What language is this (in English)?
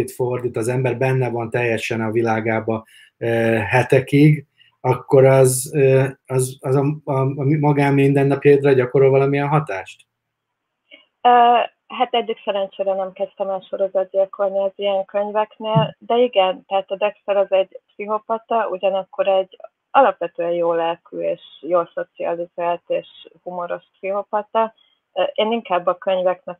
Hungarian